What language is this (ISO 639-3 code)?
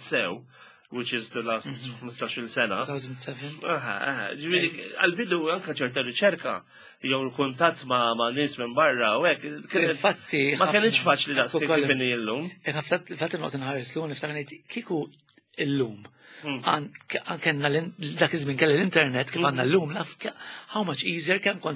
mlt